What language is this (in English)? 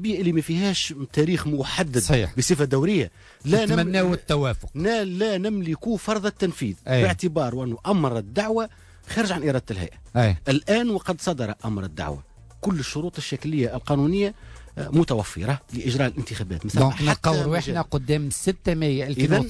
Tunisian Arabic